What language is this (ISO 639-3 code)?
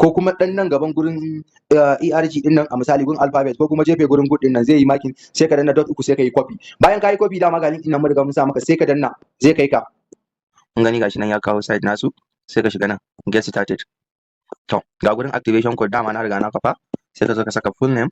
hau